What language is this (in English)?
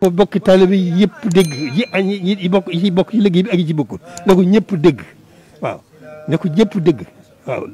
Wolof